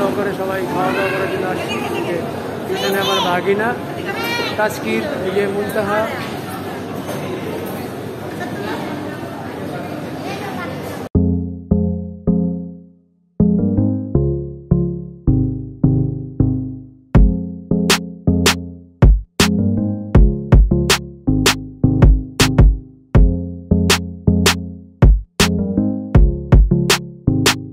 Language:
Bangla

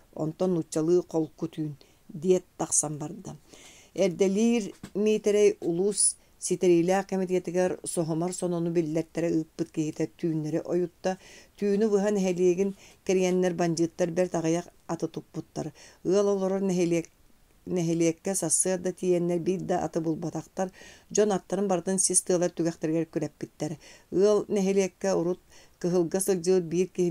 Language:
Yakut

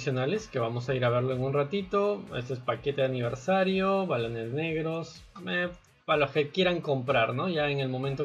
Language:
Spanish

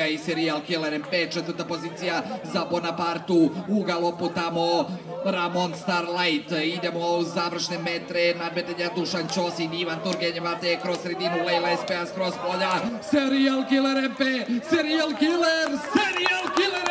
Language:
Serbian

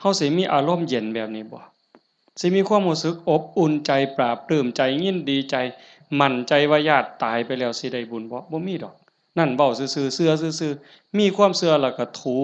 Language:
Northeastern Thai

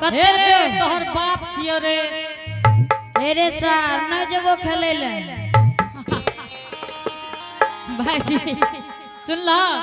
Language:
Angika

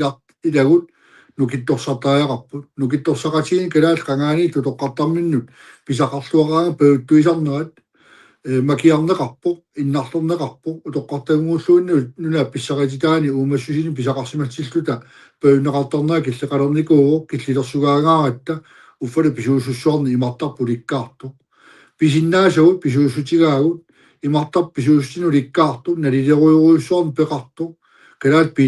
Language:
Kalaallisut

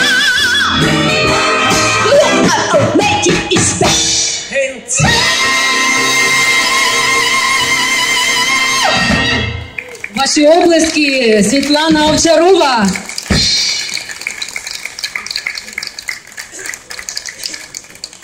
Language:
Ukrainian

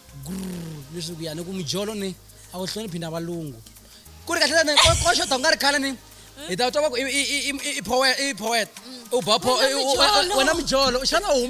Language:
Tsonga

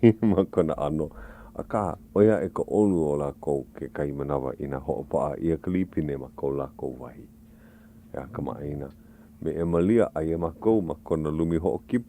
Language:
Hawaiian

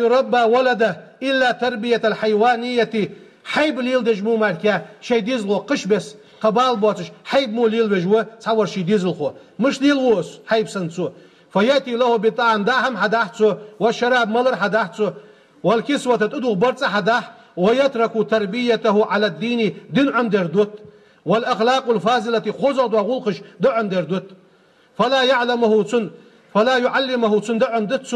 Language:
Ingush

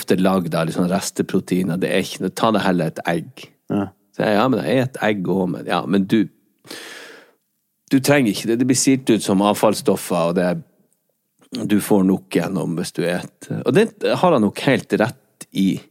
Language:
Norwegian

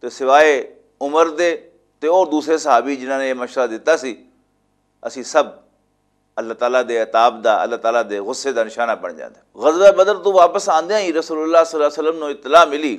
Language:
Western Panjabi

